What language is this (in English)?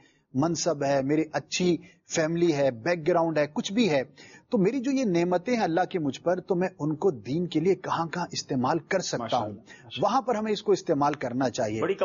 Urdu